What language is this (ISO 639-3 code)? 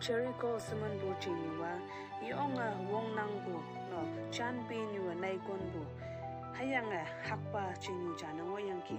nbe